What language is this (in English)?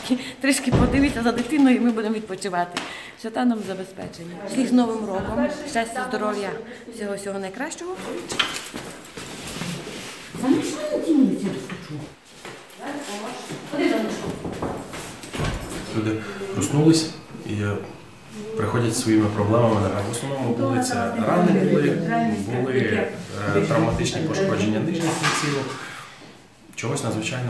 Ukrainian